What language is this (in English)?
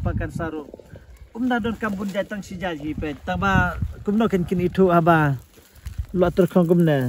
Khasi